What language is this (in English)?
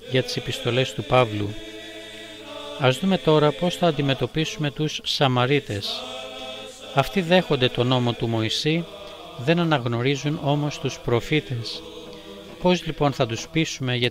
Greek